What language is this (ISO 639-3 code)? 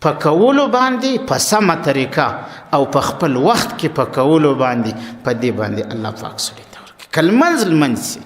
pus